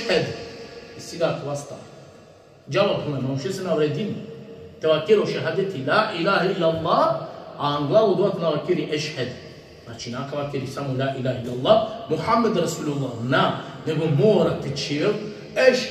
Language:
Balkan Romani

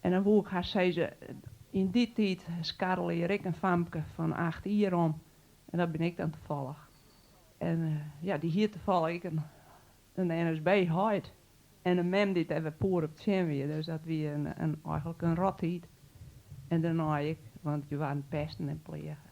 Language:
Western Frisian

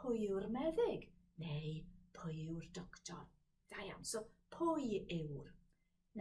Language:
Welsh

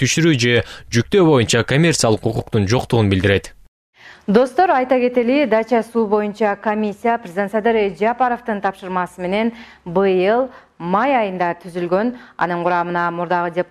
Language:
Kyrgyz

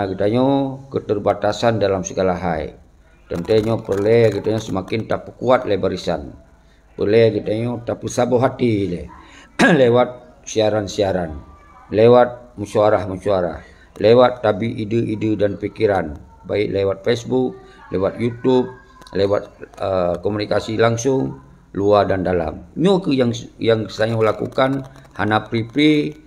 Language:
Achinese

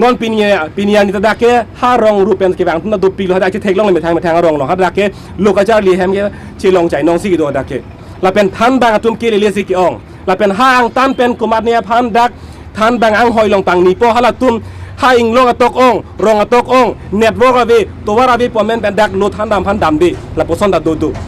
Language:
Karbi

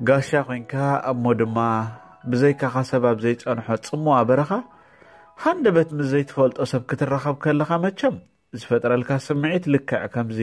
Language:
Tigrinya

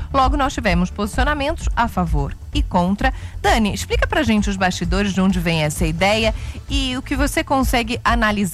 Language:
Portuguese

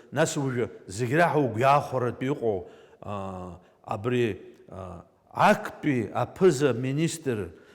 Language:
Abkhazian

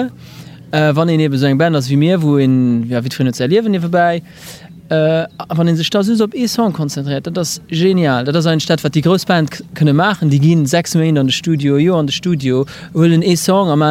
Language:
Luxembourgish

